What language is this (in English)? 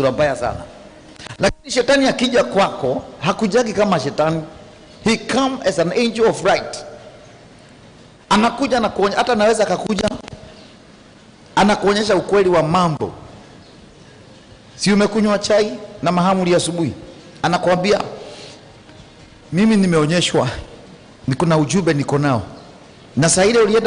Swahili